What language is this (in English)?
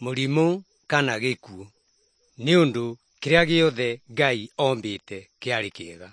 Kikuyu